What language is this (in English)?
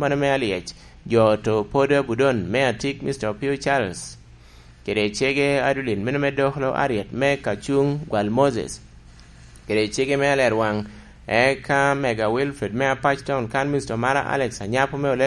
Lango (Uganda)